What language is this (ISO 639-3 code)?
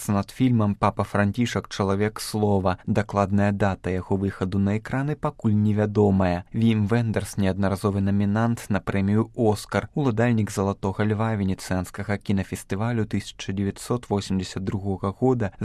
bel